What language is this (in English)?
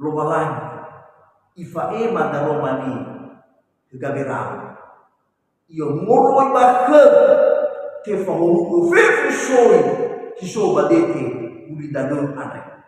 Nias